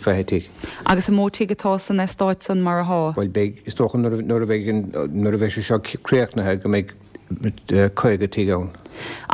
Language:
Irish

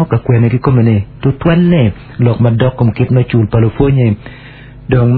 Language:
Acoli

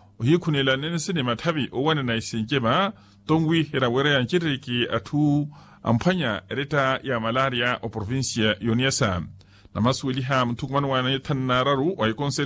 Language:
Makhuwa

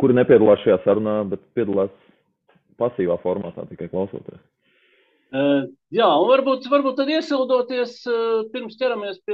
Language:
Latvian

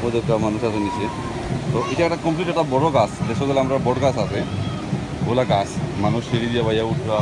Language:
Sylheti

